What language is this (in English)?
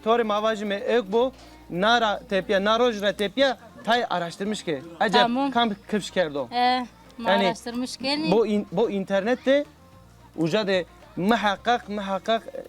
Zaza